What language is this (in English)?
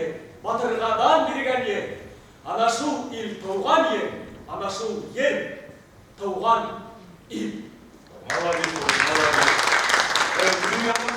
Bashkir